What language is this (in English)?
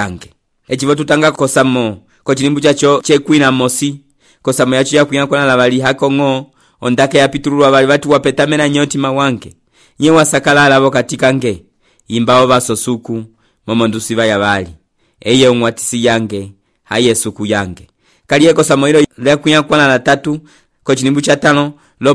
Umbundu